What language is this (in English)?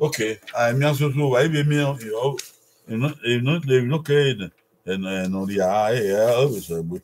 Bini